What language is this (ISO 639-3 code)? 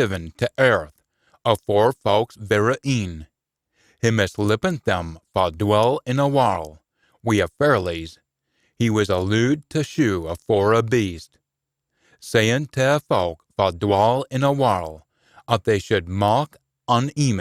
sco